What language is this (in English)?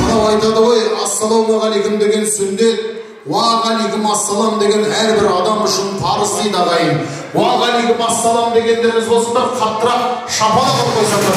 Kara-Kalpak